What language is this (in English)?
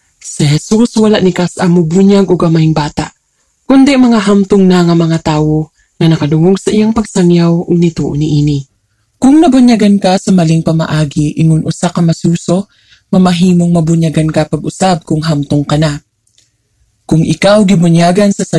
Cebuano